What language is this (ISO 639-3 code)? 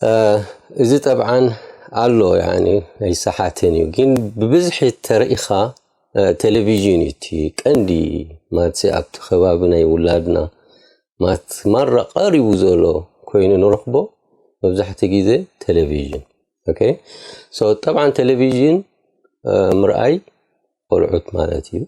tir